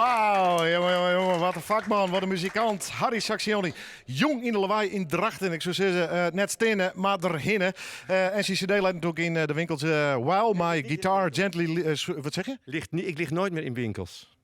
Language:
Western Frisian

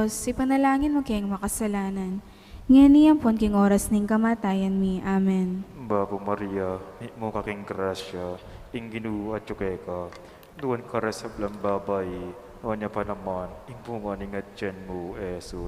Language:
Pampanga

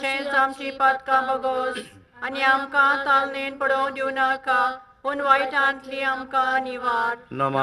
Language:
Konkani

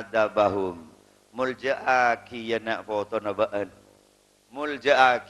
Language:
Madurese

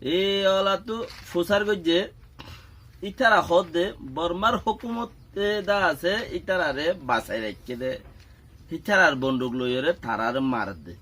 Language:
Rohingya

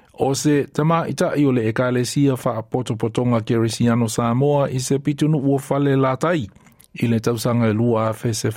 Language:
Samoan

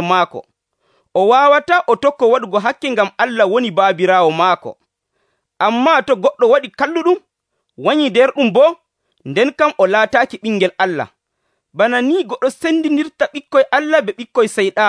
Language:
Nigerian Fulfulde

